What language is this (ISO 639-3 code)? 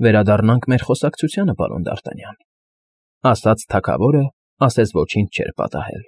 hye